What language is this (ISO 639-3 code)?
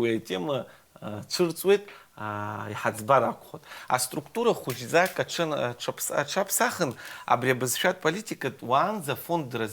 abk